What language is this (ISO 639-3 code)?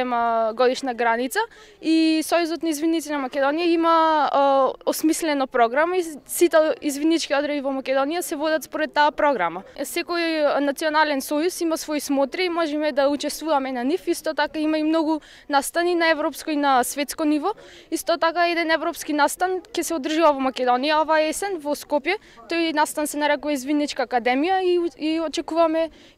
mkd